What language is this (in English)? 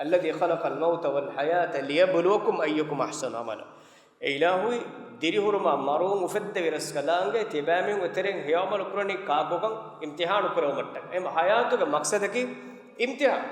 Divehi